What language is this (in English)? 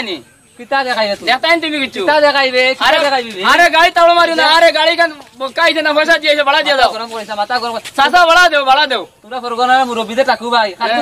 Sylheti